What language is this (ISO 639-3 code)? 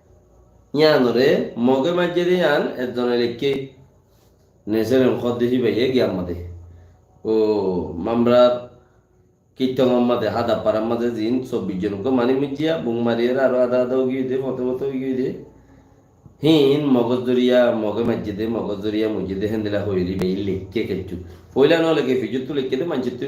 rhg